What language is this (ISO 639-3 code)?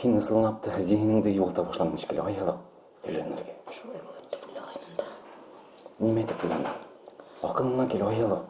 bak